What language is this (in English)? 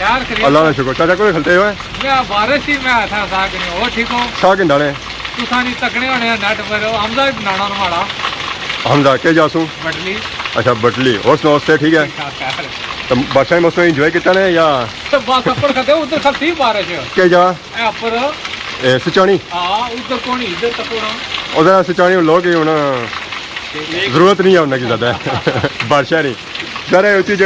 Pahari-Potwari